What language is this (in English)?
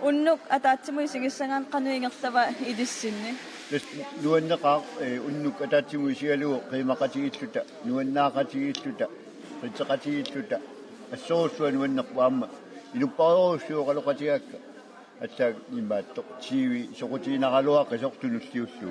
Kalaallisut